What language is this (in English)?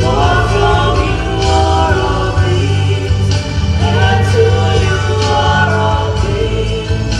Samoan